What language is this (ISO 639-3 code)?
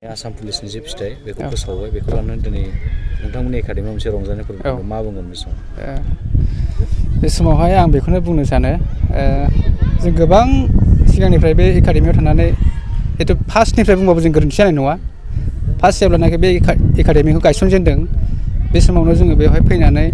brx